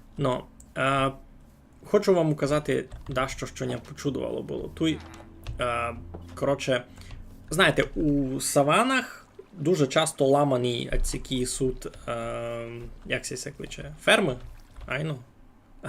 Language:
Rusyn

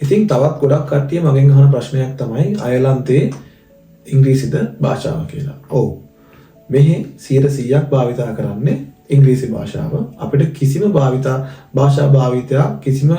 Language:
Sinhala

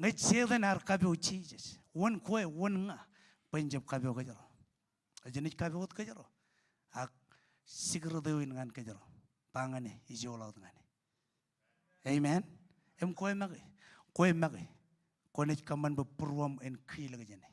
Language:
Marshallese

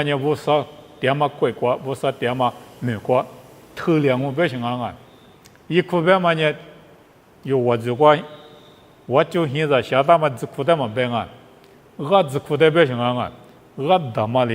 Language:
Lisu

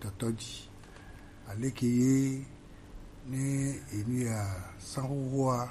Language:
Gen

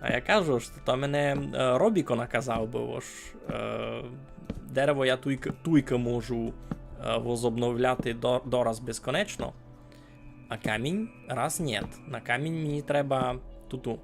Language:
Rusyn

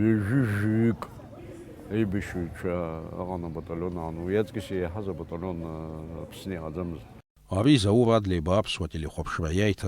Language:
Abkhazian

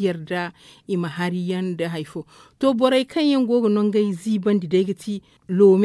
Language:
Zarma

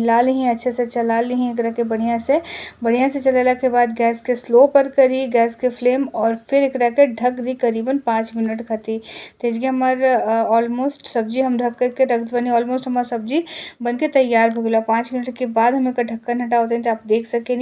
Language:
Bhojpuri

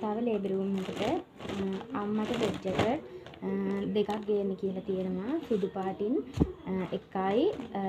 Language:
Sinhala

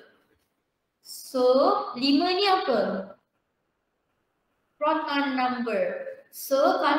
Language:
Malay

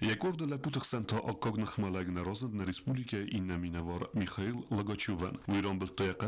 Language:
Ossetic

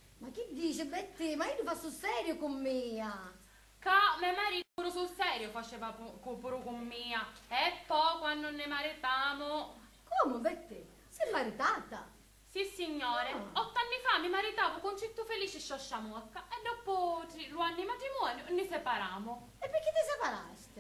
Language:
Sicilian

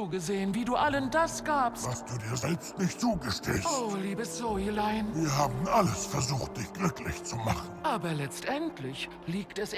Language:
Bavarian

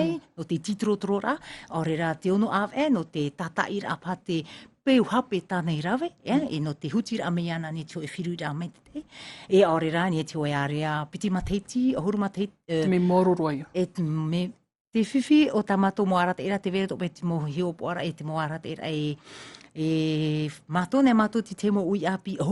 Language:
Tahitian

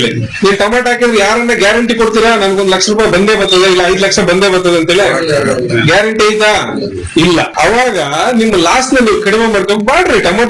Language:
Kannada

